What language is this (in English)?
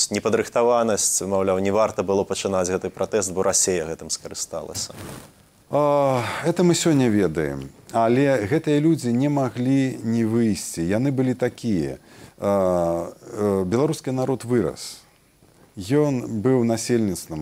Belarusian